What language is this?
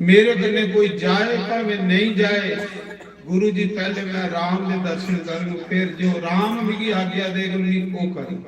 Dogri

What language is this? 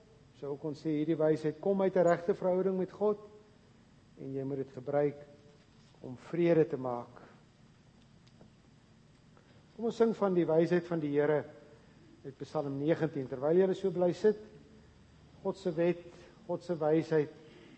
Afrikaans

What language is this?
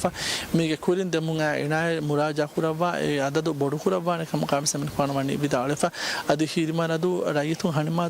Divehi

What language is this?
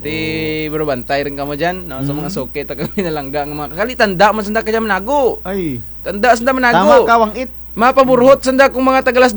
Kinaray-a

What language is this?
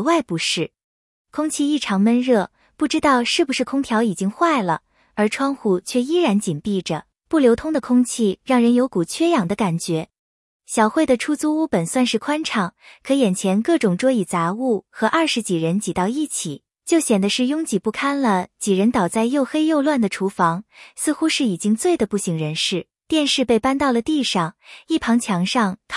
Chinese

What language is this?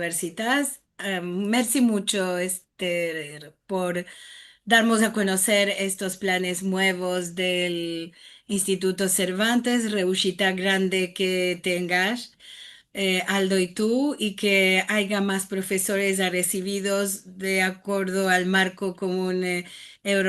Ladino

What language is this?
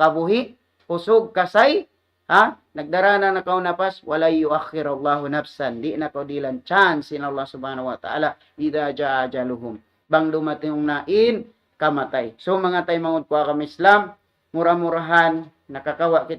Tausug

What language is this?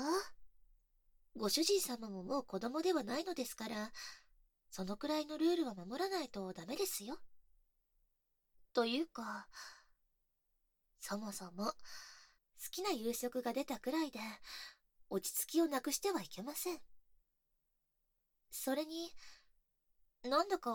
Japanese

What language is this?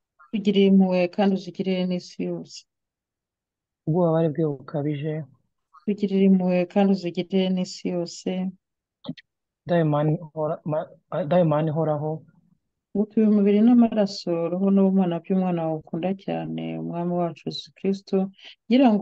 Kinyarwanda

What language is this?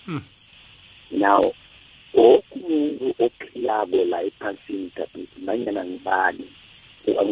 South Ndebele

